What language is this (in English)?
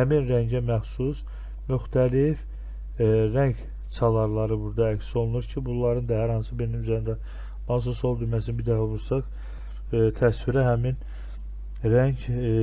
Azerbaijani